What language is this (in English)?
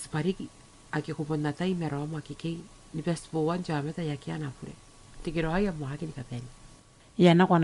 Gilbertese